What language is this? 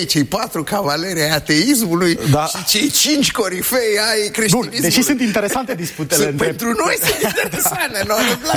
Romanian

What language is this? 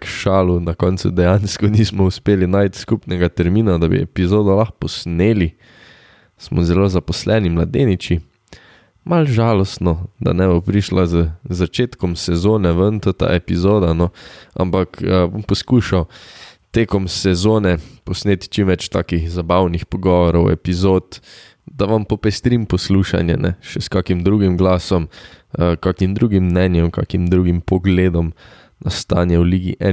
Slovenian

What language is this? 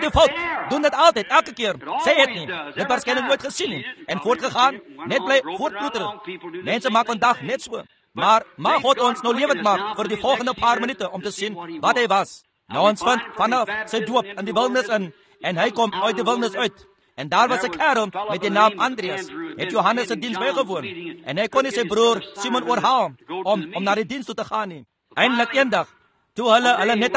Afrikaans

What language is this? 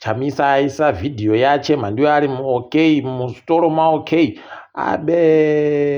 Ndau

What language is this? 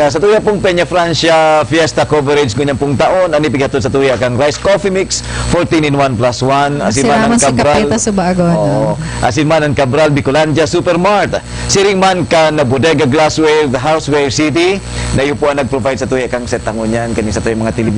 Bikol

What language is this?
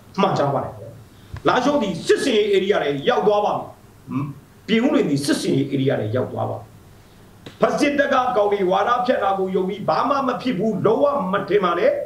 Burmese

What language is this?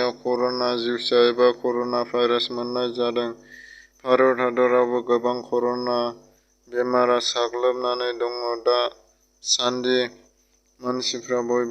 Bodo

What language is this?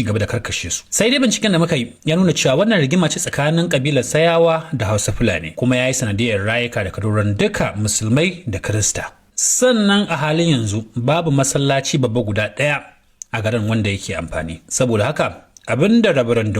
Hausa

